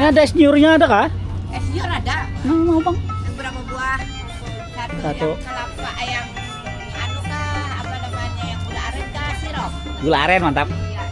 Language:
Banjar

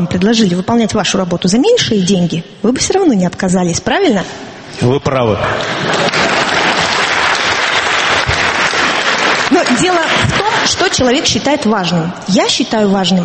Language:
Russian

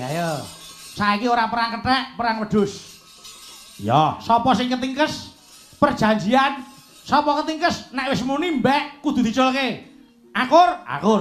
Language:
Javanese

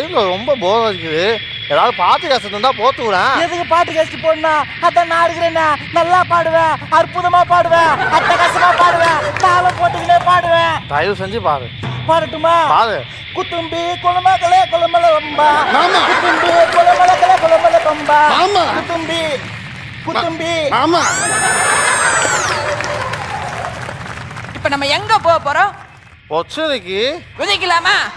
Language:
Tamil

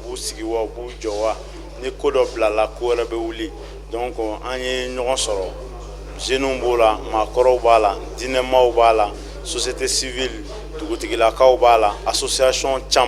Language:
Bambara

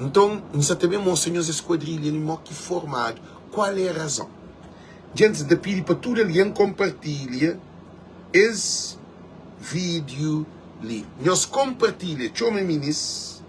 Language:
Kabuverdianu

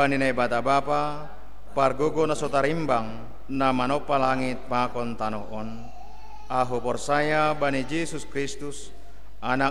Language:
Batak Simalungun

